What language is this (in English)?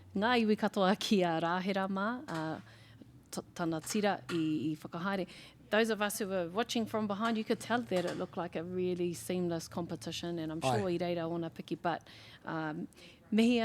Māori